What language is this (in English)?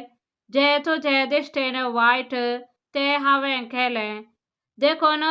Konkani